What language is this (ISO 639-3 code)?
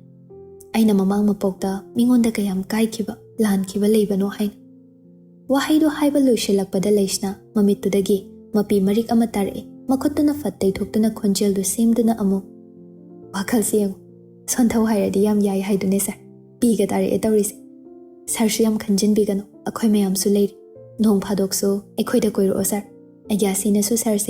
mni